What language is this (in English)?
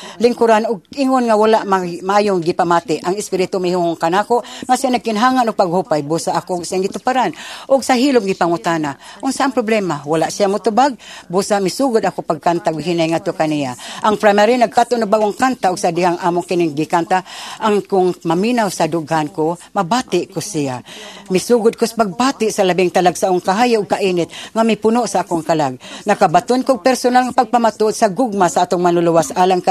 Cebuano